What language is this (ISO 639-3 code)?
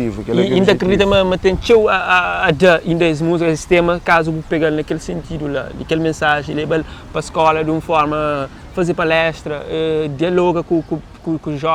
kea